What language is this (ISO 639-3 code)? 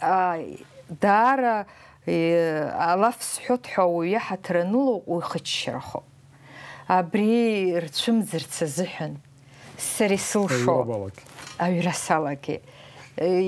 abk